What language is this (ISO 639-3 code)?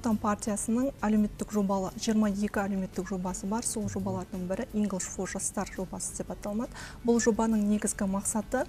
kaz